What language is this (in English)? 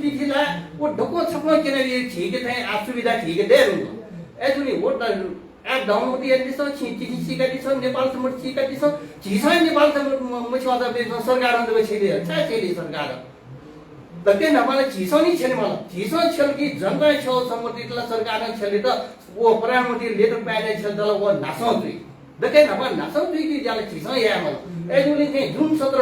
Newari